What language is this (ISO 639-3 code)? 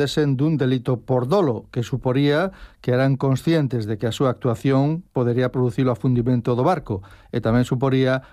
glg